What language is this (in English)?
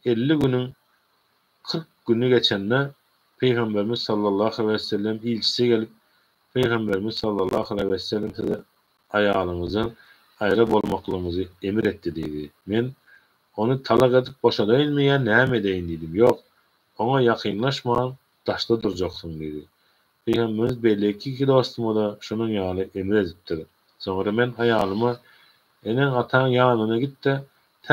Turkmen